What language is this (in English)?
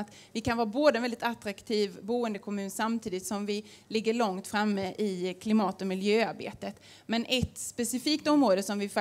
Swedish